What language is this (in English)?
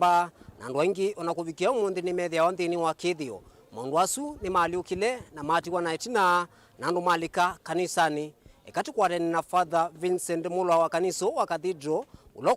Kamba